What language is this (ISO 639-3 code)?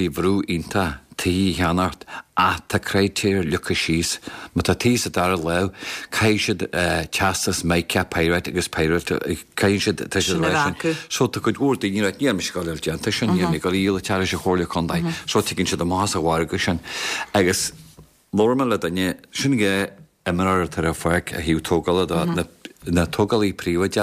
gle